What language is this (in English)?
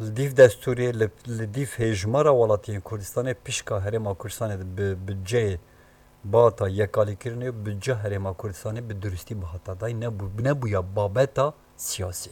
Kurdish